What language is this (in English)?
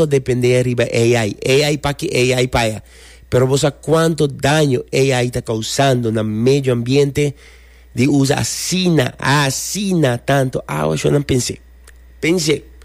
Papiamento